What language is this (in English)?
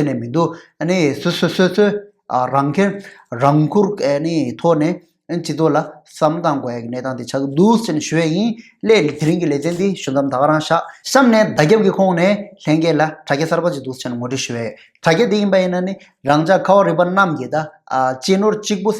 Tibetan